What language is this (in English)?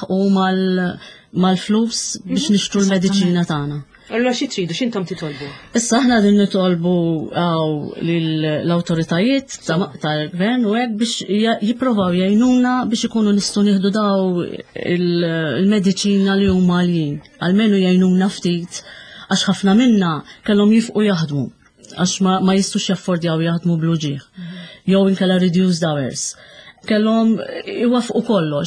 Maltese